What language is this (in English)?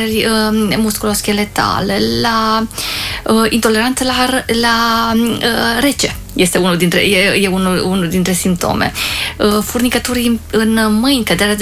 Romanian